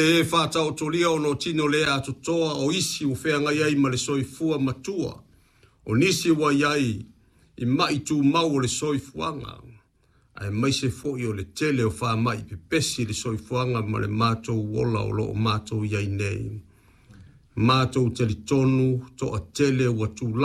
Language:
Samoan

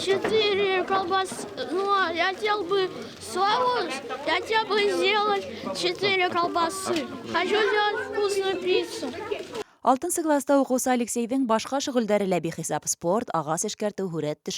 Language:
Bashkir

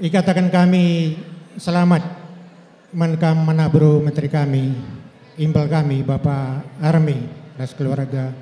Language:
Batak Karo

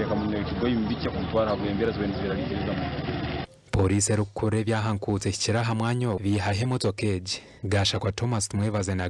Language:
Nyankole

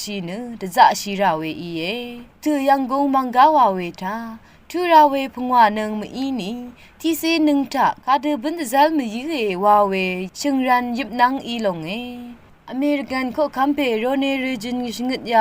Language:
Rawang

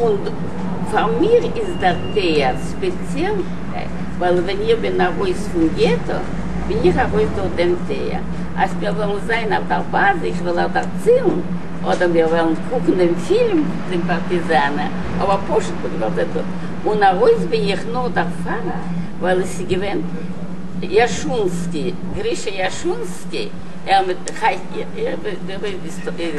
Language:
Yiddish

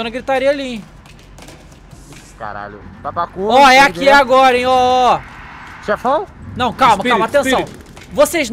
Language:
Portuguese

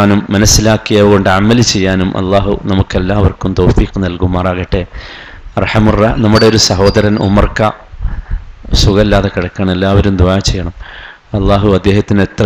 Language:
Malayalam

